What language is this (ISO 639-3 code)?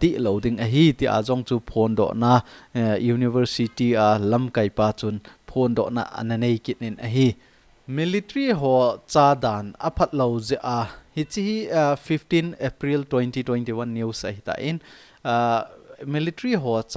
tcz